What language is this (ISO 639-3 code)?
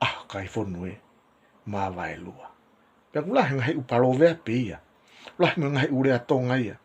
ton